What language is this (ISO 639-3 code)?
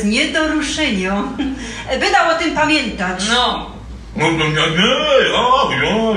szl